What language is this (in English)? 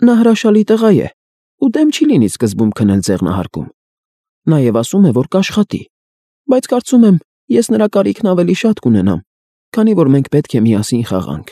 Armenian